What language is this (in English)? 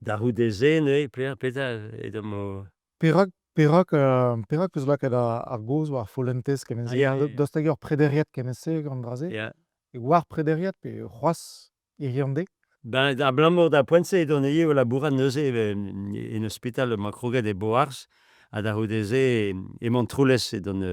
Breton